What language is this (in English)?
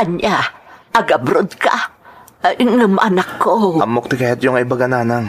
Iloko